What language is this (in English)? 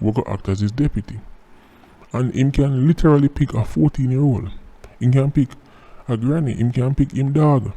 Jamaican Creole English